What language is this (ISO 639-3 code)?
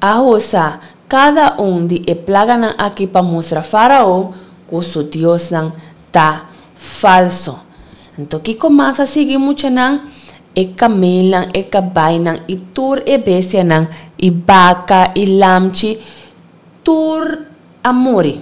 pap